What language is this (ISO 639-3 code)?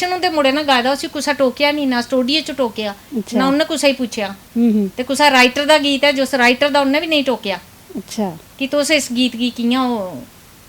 doi